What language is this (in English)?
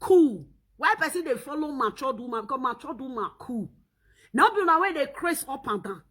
Nigerian Pidgin